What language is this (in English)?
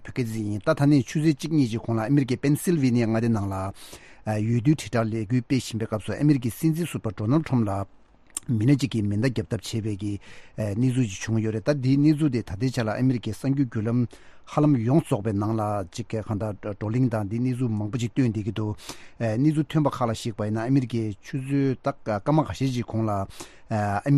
Tibetan